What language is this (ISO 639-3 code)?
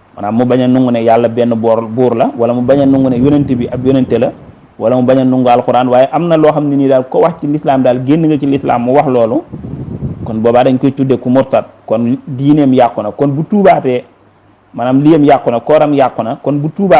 wol